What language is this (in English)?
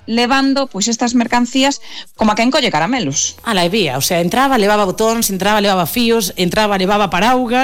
Galician